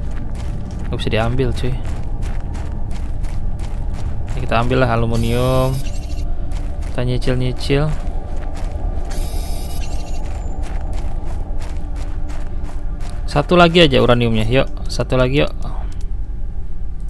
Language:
Indonesian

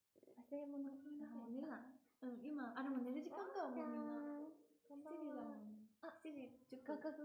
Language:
Japanese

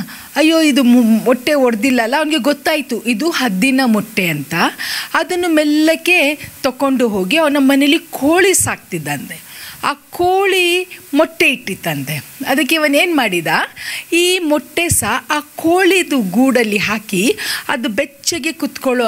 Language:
Kannada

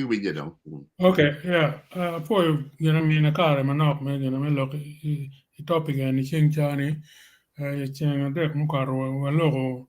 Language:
Acoli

